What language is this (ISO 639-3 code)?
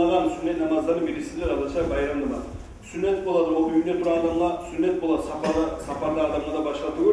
kum